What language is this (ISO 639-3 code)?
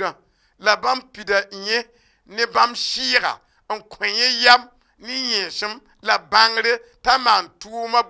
mos